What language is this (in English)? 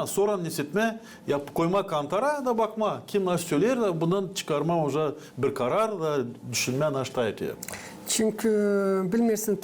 Gagauz